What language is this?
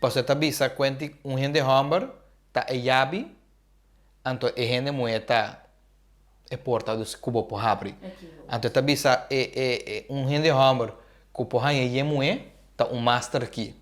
Papiamento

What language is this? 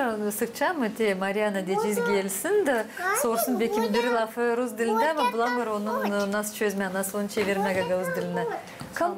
Gagauz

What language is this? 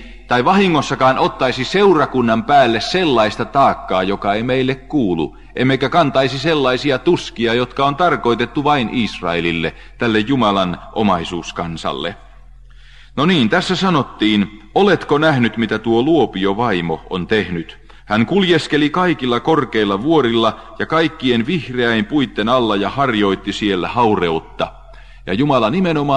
Finnish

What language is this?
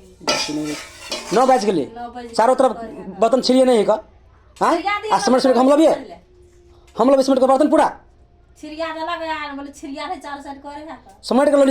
Maithili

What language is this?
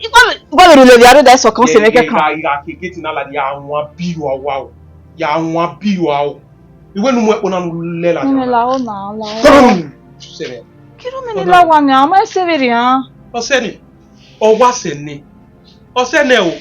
Bini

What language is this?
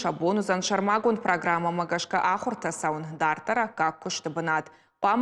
Ossetic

